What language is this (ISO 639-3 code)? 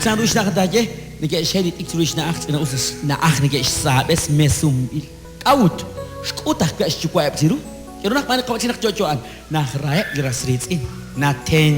kek